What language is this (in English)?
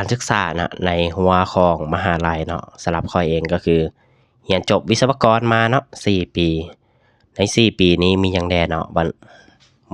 Lao